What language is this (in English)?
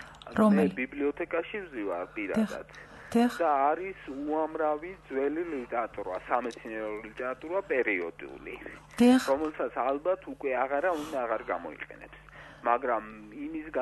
Georgian